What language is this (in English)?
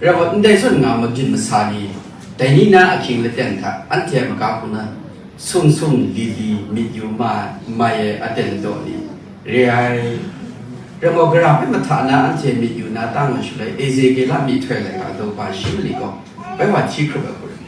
Kachin